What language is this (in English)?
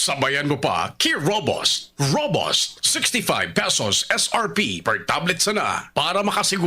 Bikol